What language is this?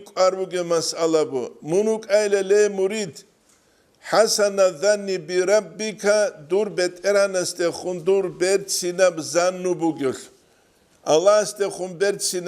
Avaric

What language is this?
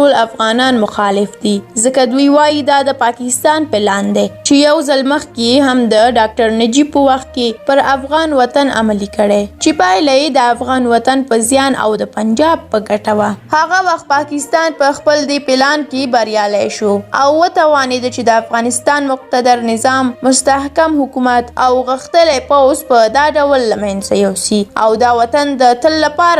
Pashto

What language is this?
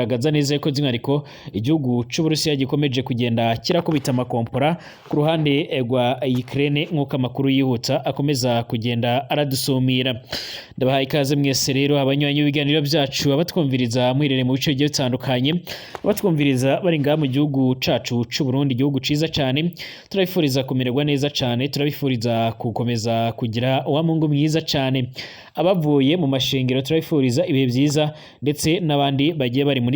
Rundi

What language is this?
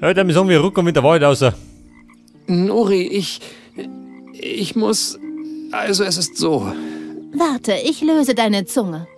Bavarian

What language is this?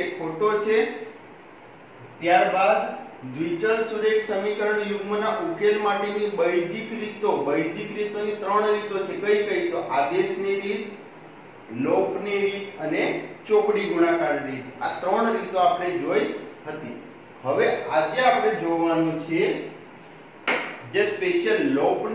Gujarati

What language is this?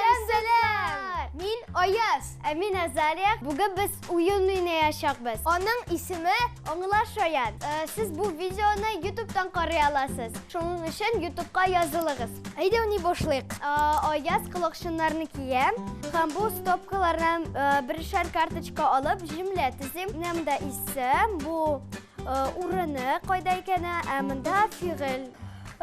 Tatar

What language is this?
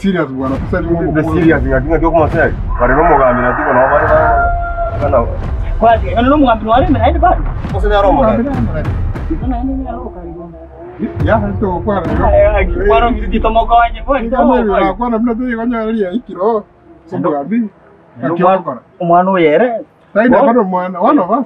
Gusii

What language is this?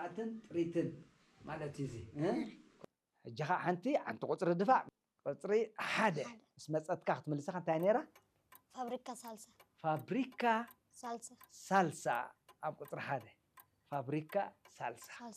Tigrinya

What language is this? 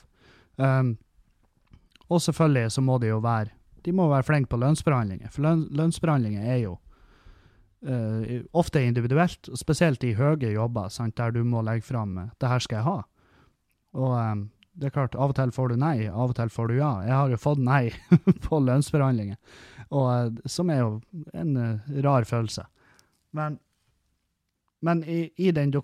Norwegian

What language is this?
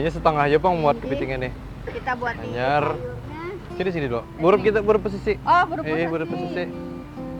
Banjar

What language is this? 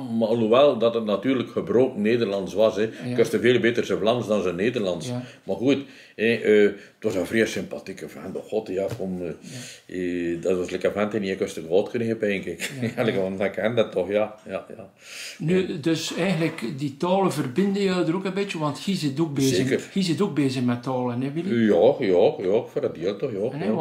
Dutch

